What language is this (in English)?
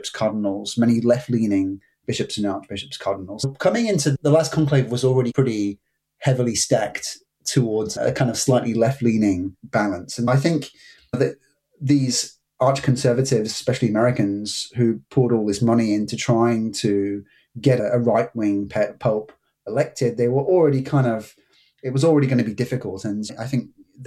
English